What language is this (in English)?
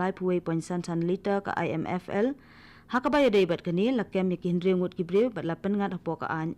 Khasi